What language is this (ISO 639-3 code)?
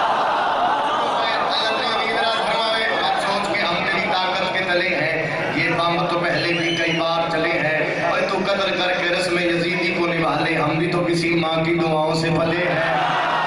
urd